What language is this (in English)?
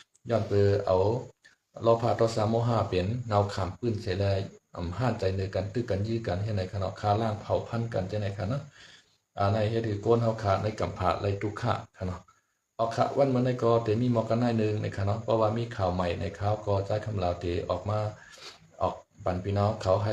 Shan